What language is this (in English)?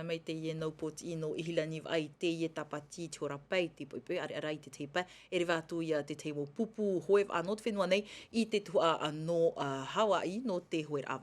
Tahitian